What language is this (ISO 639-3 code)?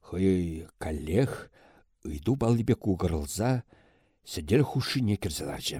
chv